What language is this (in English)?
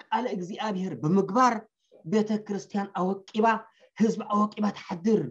Tigrinya